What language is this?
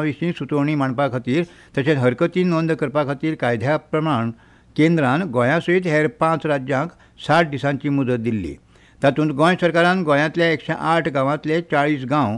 Konkani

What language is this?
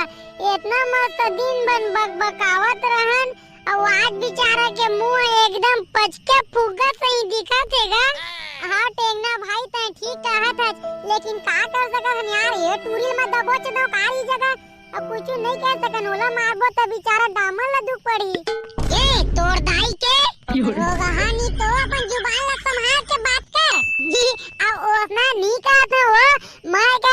Chhattisgarhi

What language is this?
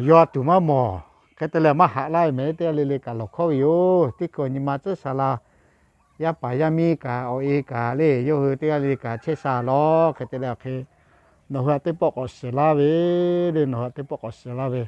Lahu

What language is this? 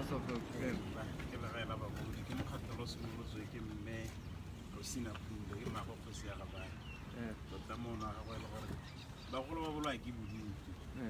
Tswana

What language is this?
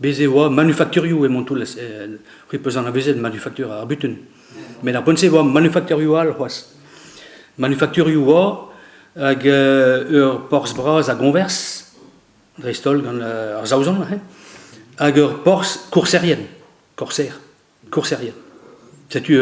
Breton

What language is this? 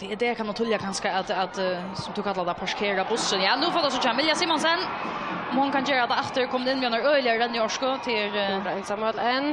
Faroese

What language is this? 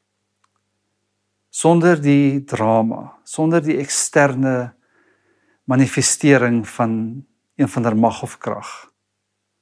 Afrikaans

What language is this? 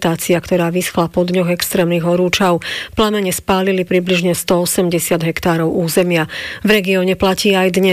Slovak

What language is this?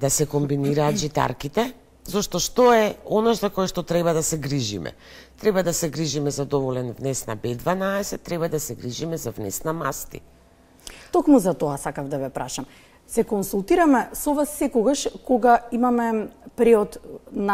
Macedonian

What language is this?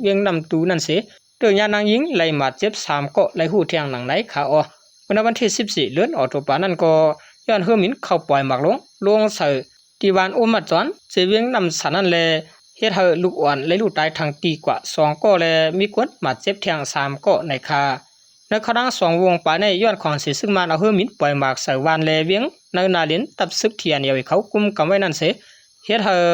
Shan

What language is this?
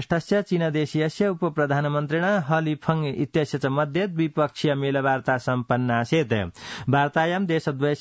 Sanskrit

